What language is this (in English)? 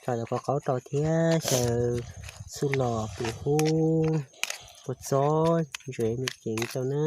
Hmong